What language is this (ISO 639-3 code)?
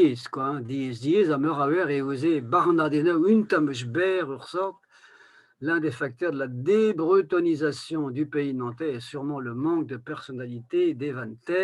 bre